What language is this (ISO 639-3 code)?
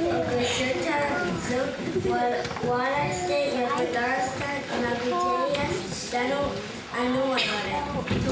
moh